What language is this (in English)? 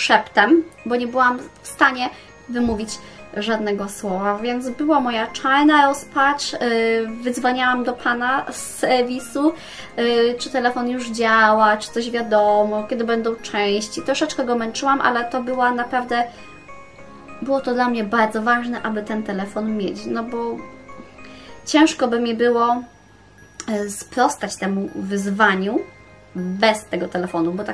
Polish